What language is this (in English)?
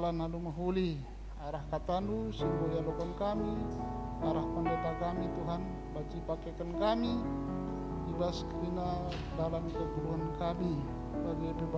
Batak Karo